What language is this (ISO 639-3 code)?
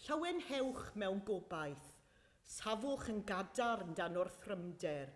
cym